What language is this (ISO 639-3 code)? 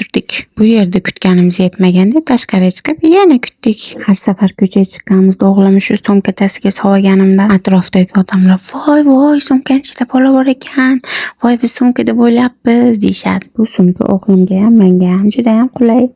uzb